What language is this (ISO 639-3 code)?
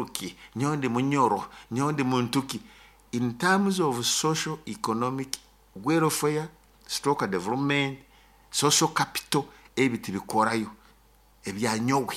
nyo